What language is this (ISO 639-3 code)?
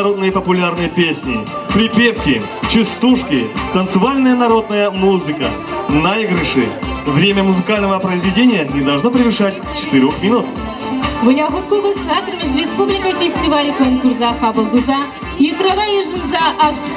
chv